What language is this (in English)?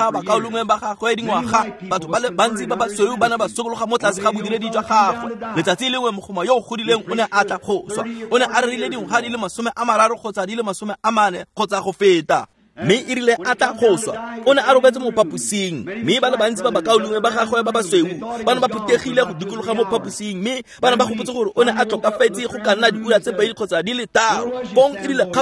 Tswana